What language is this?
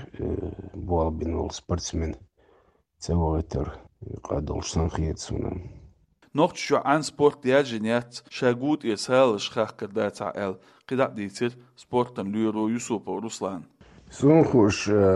Chechen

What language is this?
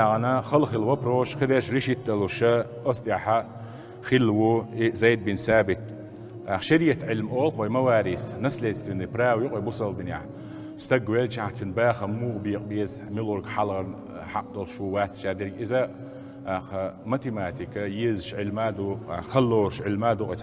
Chechen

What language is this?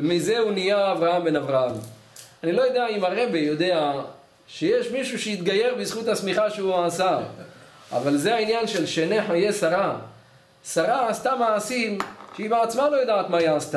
Hebrew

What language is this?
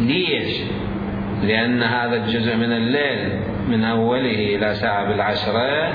Mesopotamian Arabic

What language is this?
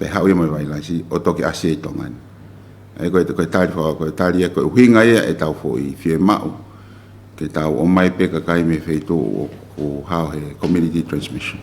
Tongan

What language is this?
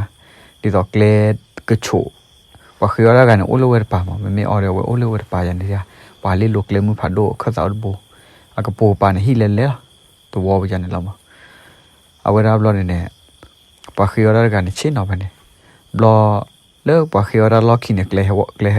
S'gaw Karen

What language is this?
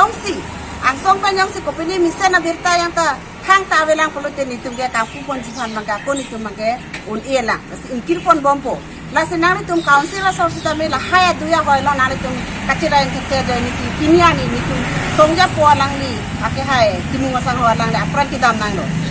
Karbi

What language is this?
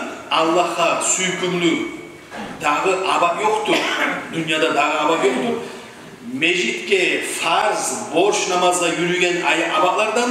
Kumyk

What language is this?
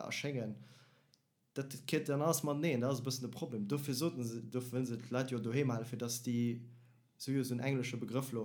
Luxembourgish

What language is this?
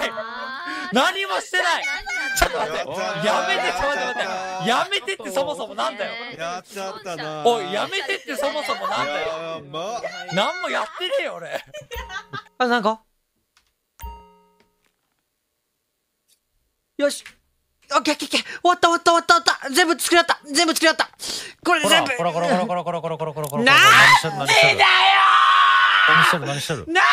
Japanese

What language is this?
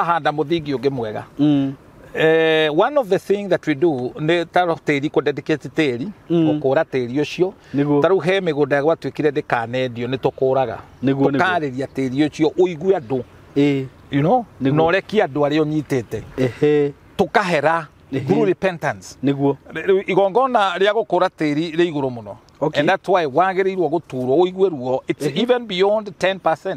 Kikuyu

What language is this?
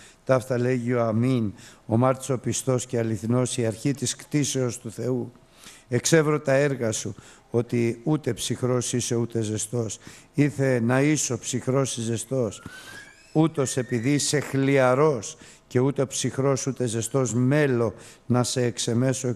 Greek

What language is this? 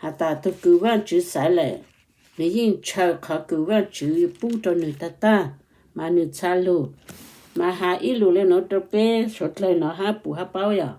Hmong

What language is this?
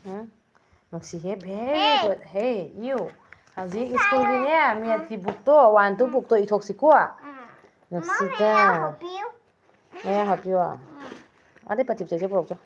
Manipuri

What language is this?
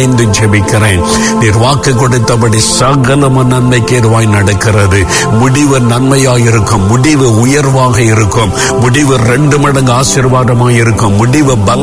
Tamil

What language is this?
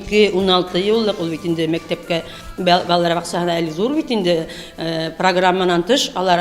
Bashkir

